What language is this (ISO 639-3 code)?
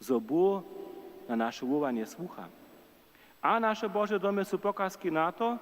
hsb